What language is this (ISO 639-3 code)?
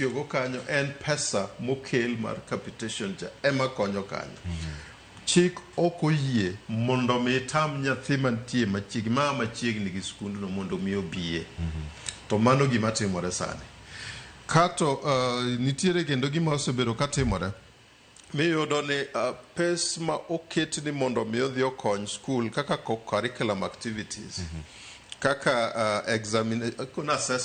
luo